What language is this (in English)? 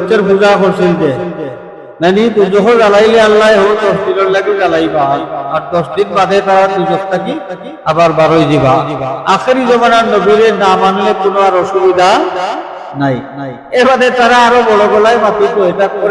Sylheti